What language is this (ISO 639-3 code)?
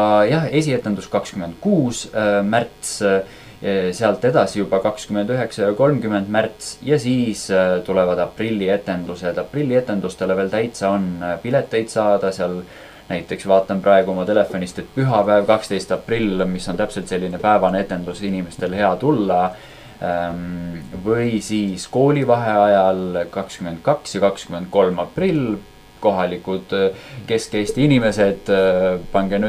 est